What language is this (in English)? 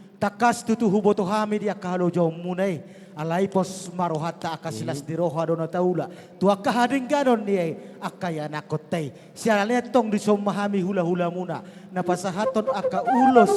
Batak Toba